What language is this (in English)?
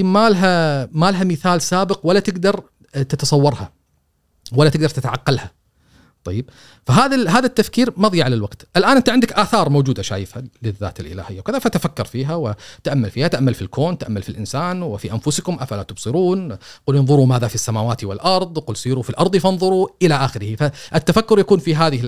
Gulf Arabic